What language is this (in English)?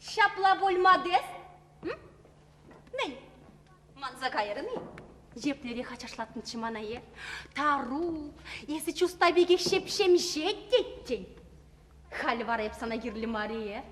Chuvash